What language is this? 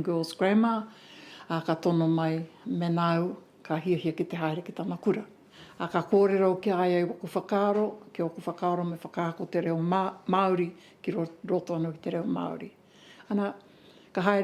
Māori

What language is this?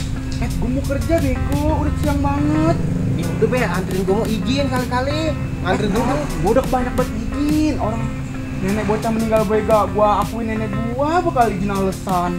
Betawi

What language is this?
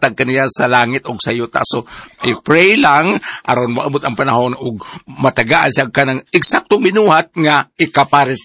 Cebuano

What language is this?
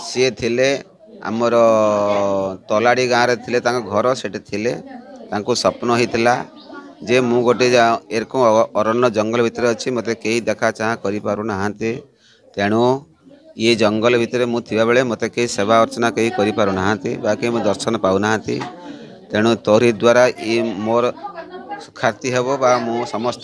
Odia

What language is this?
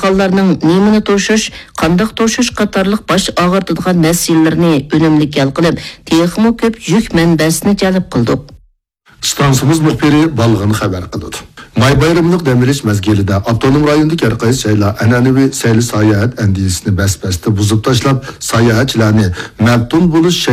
Uyghur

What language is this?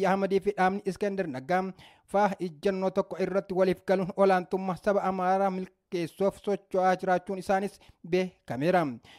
Oromo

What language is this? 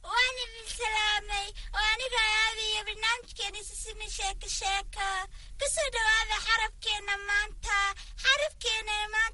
Somali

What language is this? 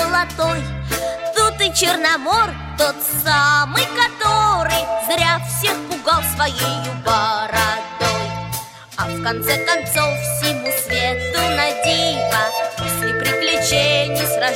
Russian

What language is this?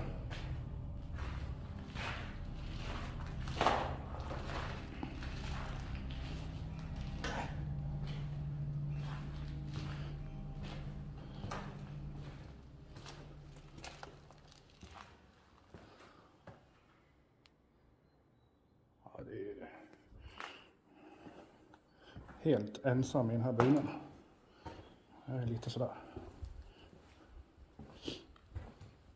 Swedish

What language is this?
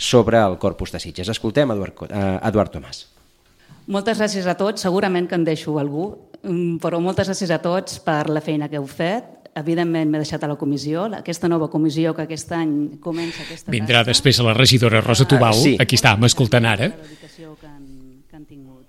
Catalan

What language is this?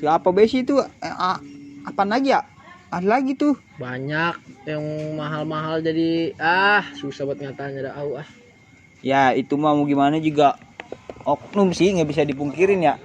Betawi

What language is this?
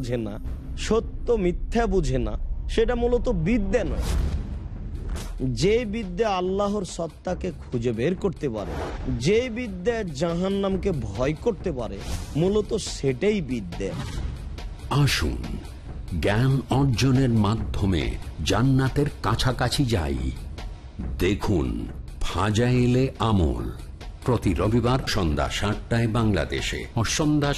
Bangla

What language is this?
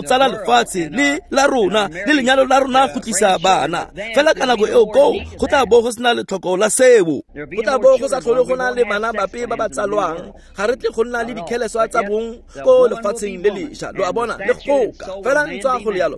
Tswana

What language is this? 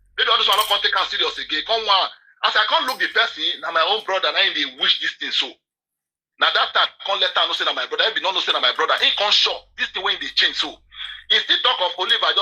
Nigerian Pidgin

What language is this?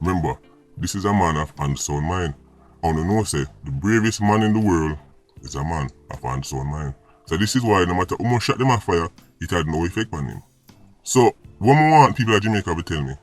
Jamaican Creole English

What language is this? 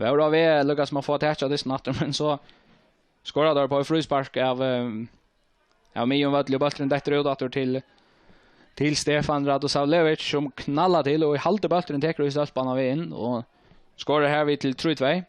Faroese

